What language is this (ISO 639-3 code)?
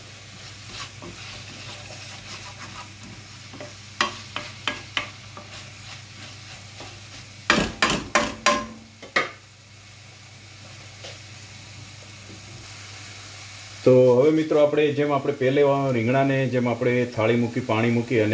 guj